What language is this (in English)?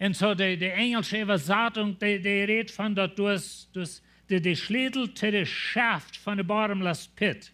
Plautdietsch